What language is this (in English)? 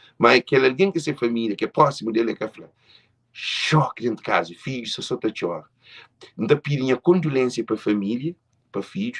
Kabuverdianu